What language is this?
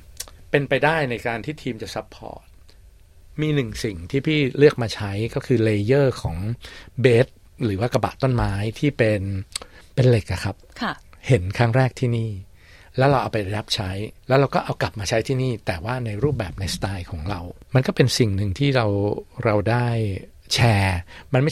Thai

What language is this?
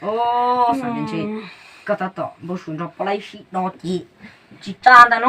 Hmong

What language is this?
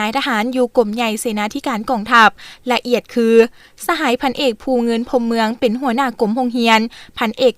Lao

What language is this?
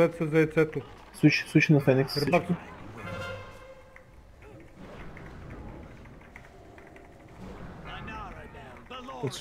Bulgarian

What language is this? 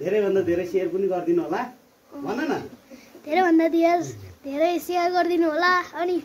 Nepali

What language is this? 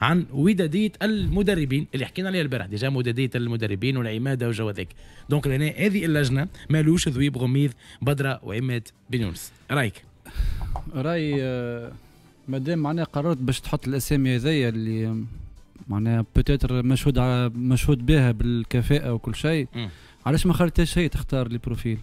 Tunisian Arabic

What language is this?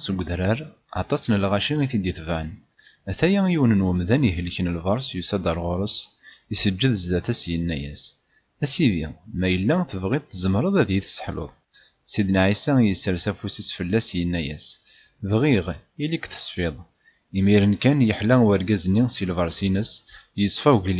Kabyle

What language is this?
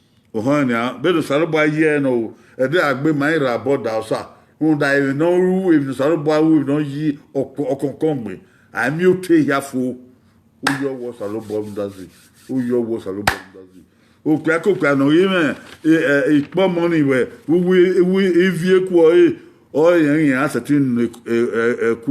Bini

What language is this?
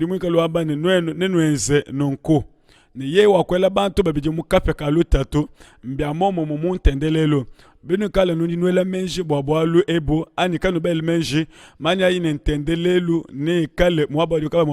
Luba-Lulua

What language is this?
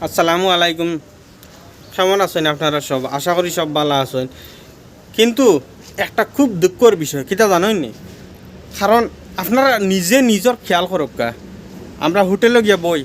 Sylheti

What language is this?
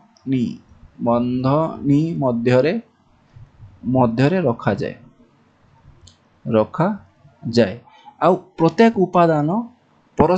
Odia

